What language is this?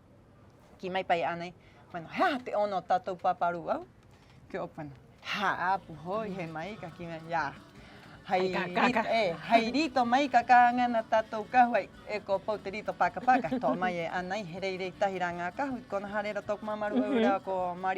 Rapanui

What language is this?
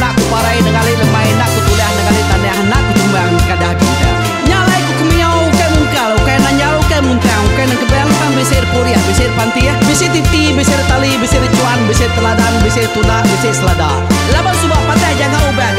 Iban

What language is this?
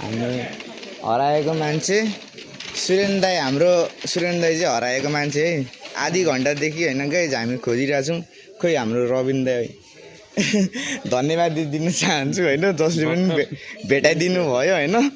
Nepali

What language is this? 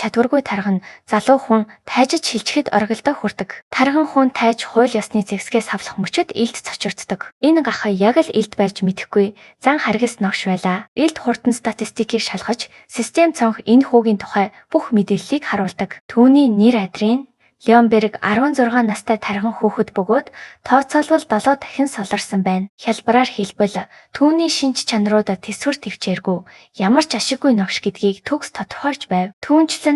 Mongolian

